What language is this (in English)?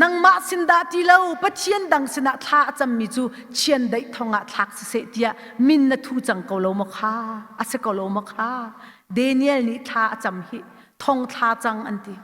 Hakha Chin